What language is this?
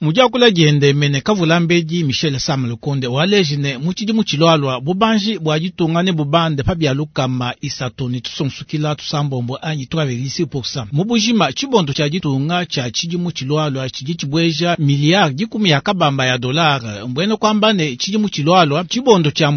Luba-Lulua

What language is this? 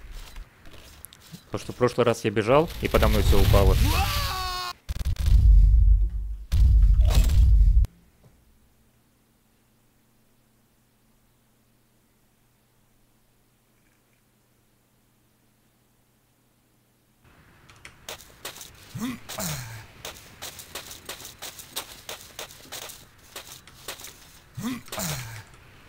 Russian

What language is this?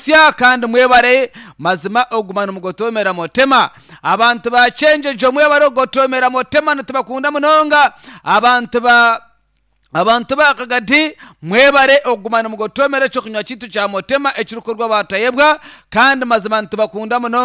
Nyankole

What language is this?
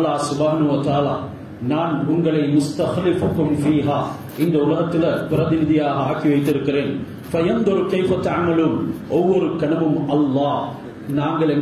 Tamil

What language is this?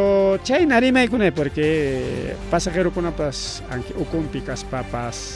Ayacucho Quechua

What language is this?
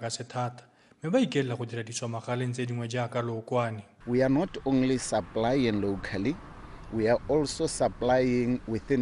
Tswana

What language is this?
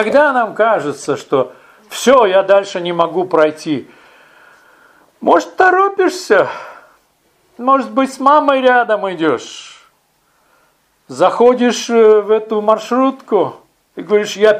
Russian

